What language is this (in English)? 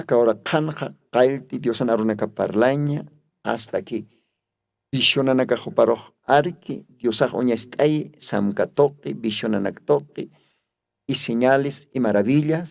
Aymara